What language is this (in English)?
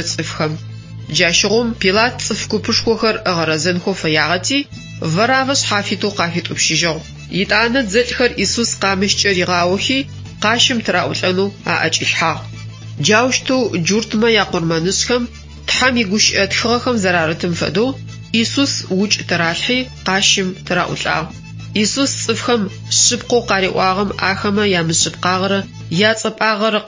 Adyghe